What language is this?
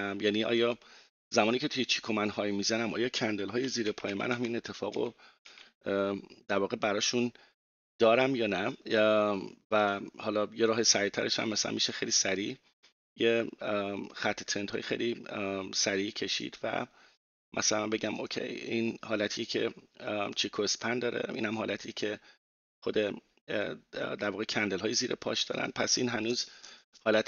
Persian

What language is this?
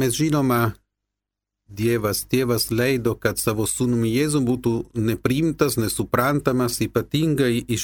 Lithuanian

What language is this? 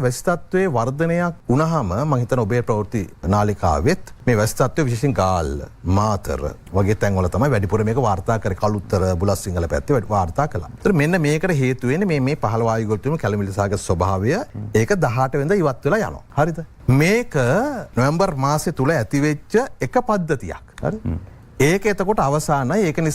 Sinhala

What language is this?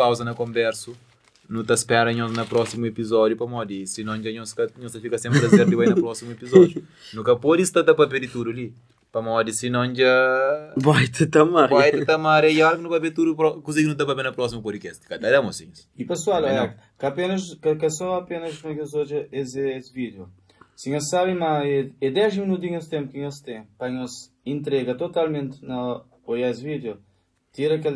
Kabuverdianu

